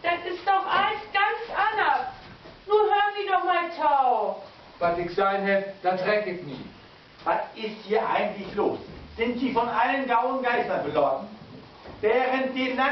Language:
Low German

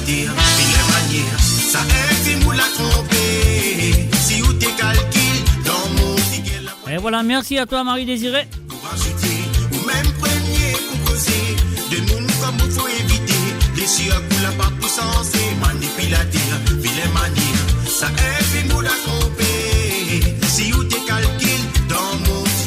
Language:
Morisyen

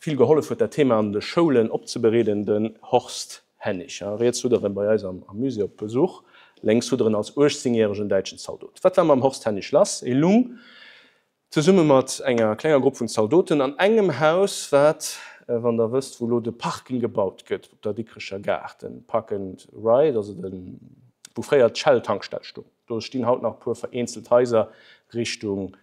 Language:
Luxembourgish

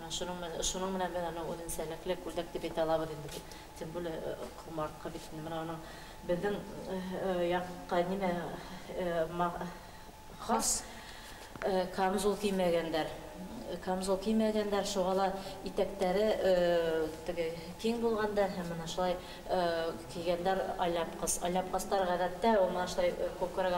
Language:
Bashkir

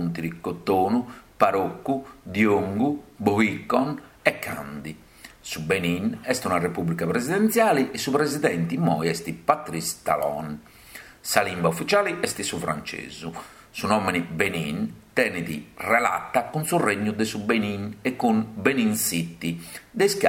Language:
Sardinian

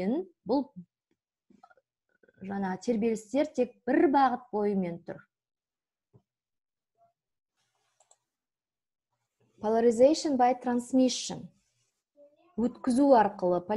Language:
Kazakh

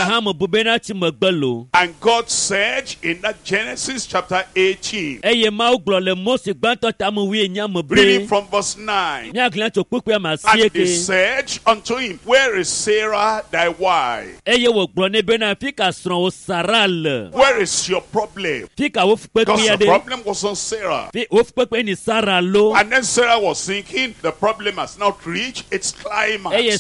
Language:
Ewe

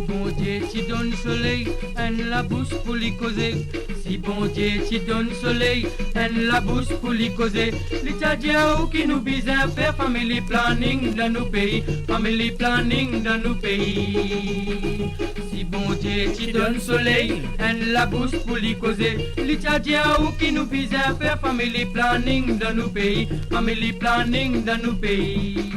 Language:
Morisyen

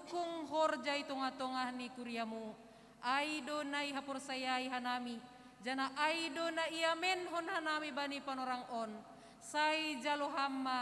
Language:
Batak Simalungun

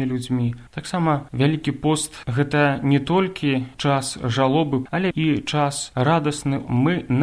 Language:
Belarusian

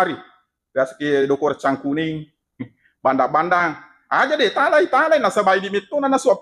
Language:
Buginese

